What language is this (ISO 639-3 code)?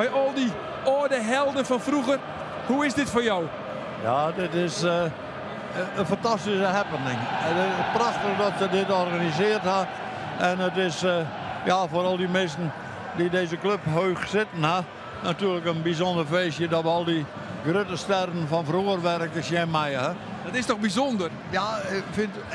fry